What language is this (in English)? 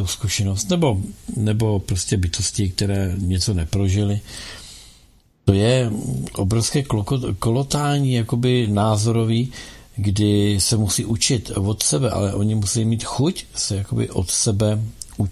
Czech